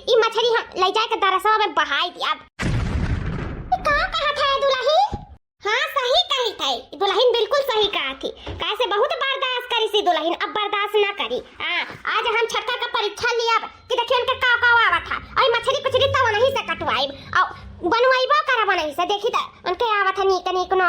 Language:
Awadhi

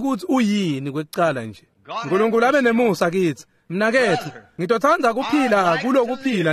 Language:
Swati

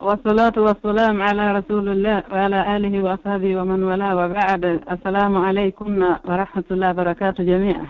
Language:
Pular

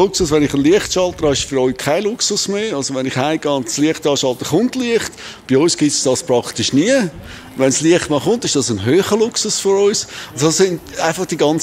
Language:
Swiss German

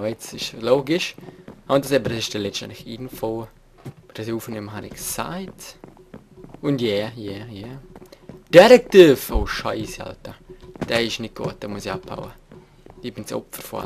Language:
Swiss German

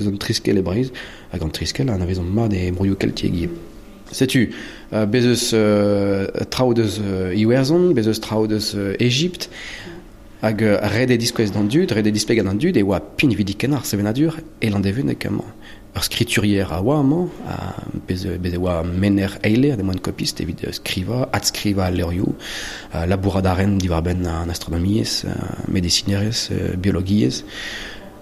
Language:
Breton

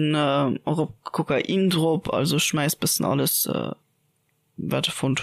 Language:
Luxembourgish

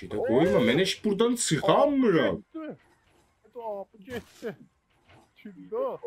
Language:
South Azerbaijani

